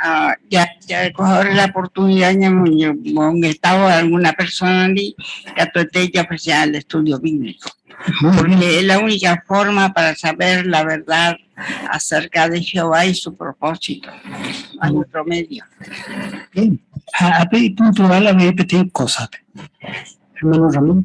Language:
Guarani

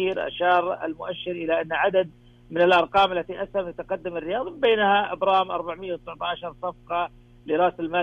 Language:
Arabic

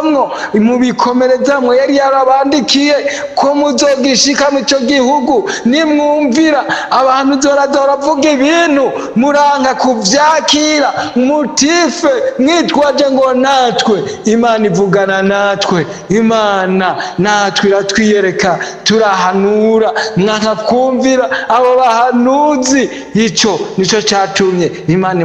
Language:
Rundi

